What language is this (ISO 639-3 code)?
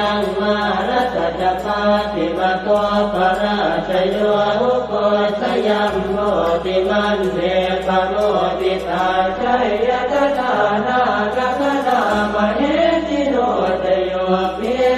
pli